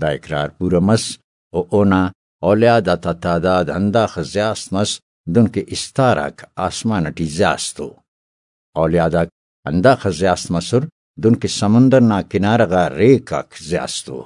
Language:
Brahui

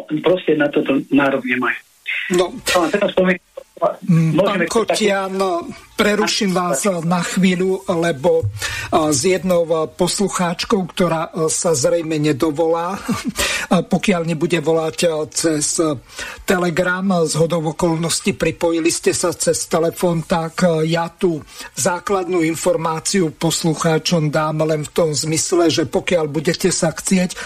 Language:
Slovak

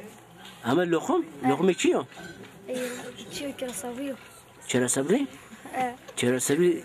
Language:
Zaza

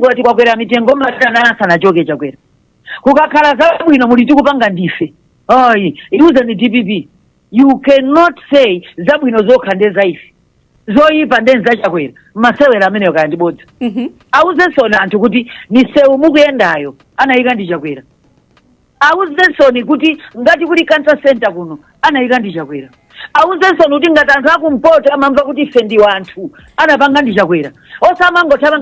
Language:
Nyanja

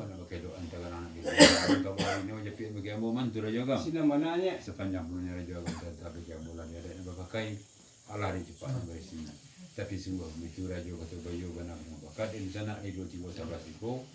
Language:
Minangkabau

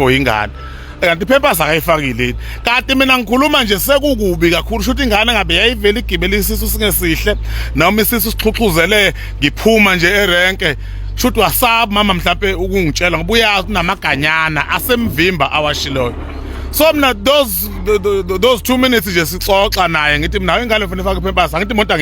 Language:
Zulu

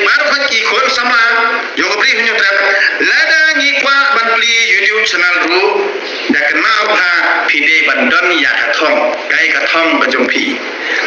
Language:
Khasi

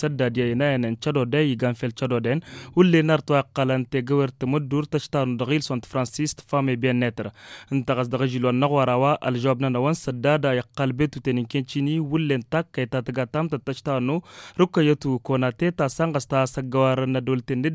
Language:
Tamasheq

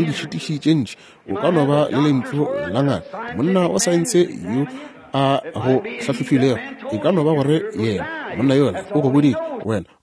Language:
Northern Sotho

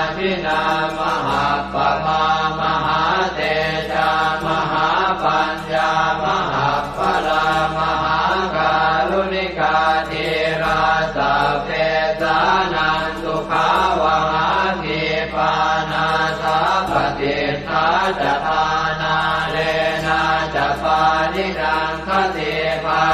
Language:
Pali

